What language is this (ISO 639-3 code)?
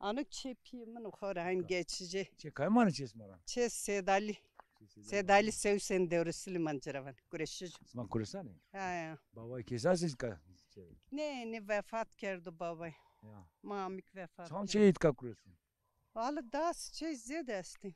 zza